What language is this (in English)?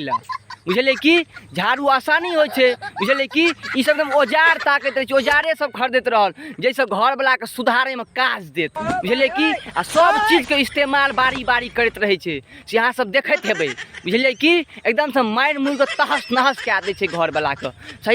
Maithili